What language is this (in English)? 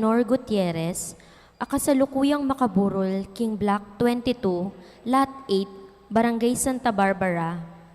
Pampanga